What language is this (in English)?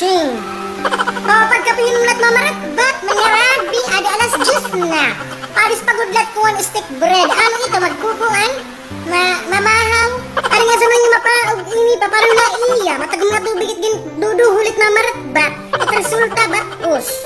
Waray